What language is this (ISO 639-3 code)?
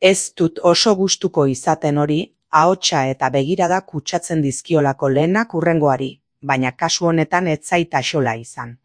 eus